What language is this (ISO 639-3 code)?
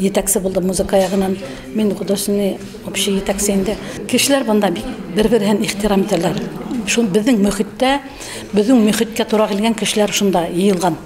bak